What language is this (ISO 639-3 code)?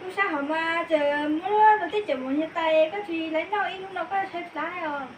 hmn